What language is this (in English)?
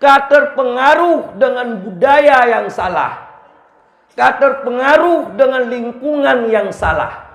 Achinese